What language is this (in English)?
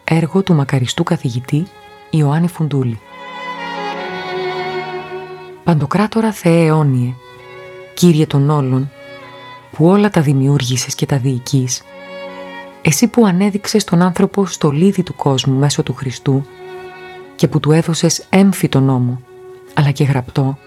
Greek